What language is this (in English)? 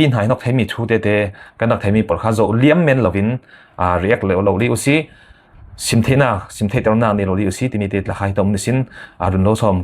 Falam Chin